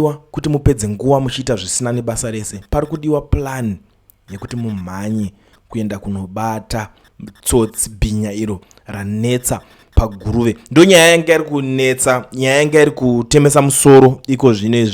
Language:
Shona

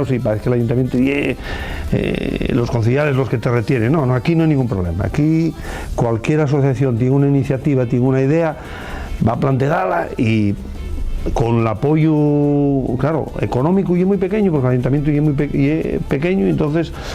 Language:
Asturian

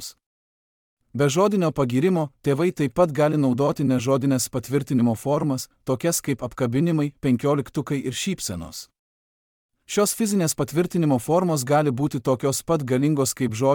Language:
Lithuanian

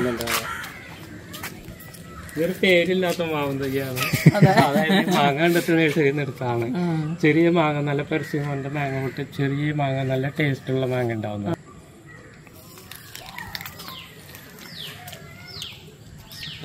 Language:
Malayalam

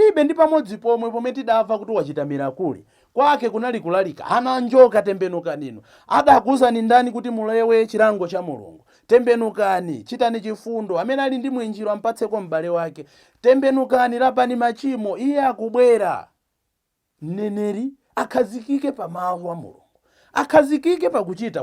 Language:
Nyanja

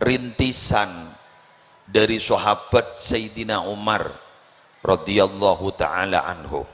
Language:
Madurese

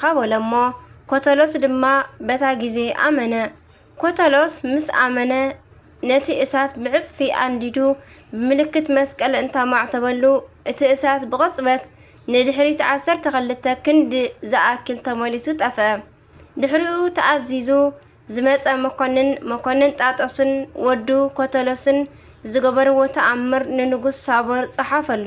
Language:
Tigrinya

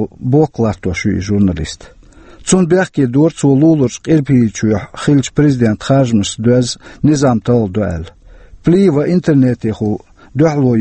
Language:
Chechen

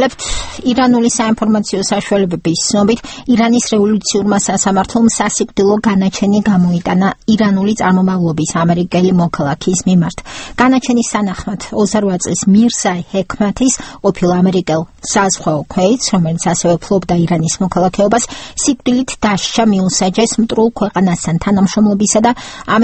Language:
Georgian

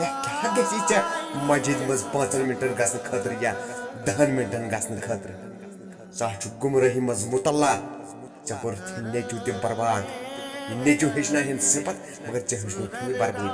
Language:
Kashmiri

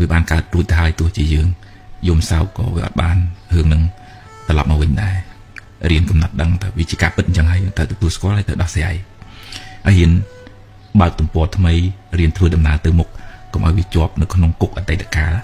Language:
Khmer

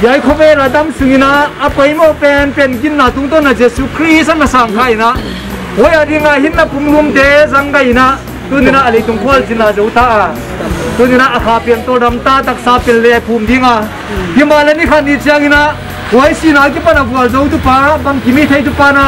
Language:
Paite Chin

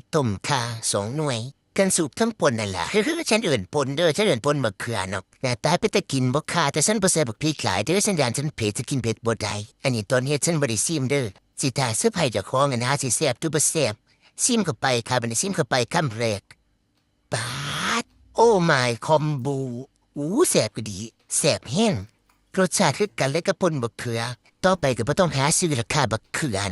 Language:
Northeastern Thai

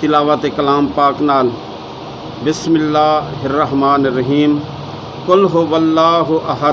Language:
Saraiki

